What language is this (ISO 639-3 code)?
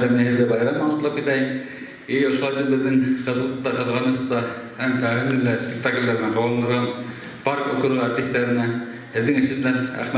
bak